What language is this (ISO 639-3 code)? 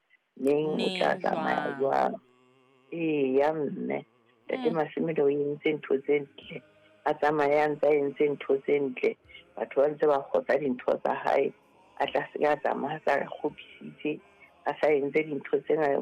sot